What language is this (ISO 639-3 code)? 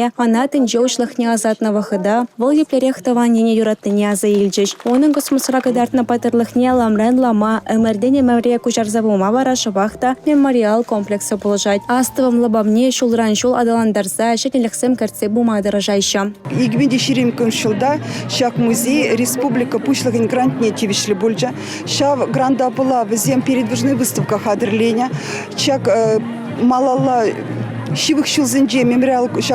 chv